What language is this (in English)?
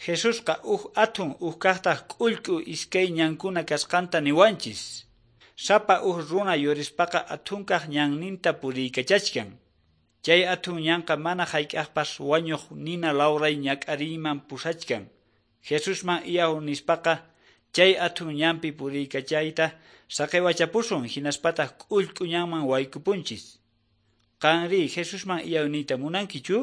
South Bolivian Quechua